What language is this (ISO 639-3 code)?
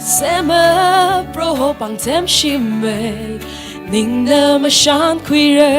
nmf